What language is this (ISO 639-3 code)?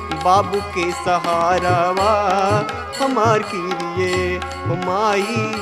bho